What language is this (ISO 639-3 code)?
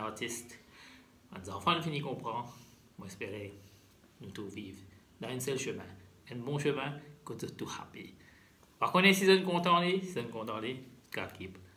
mfe